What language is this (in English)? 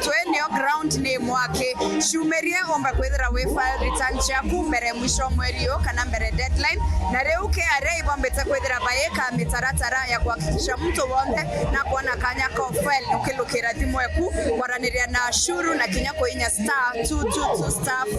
Meru